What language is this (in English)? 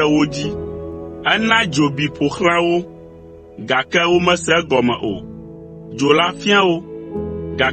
Ewe